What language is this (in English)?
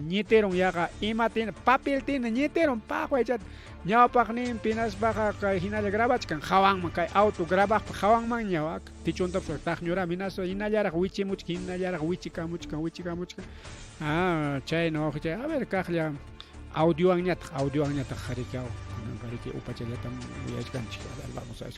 Ayacucho Quechua